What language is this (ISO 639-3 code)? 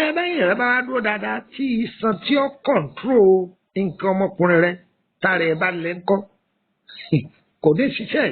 yor